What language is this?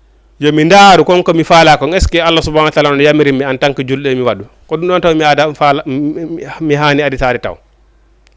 Fula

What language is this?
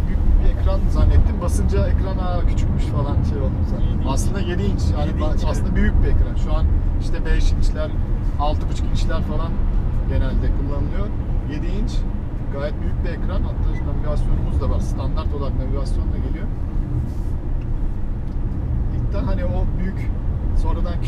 Turkish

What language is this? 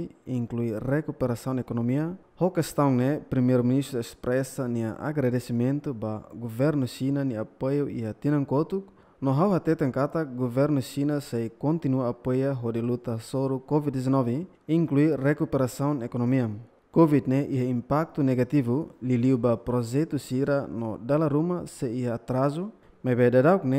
Tetum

